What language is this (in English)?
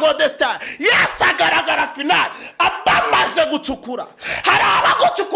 Kinyarwanda